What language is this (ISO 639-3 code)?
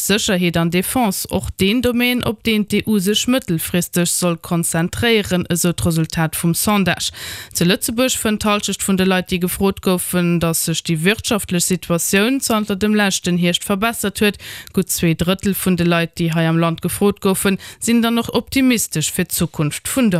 ltz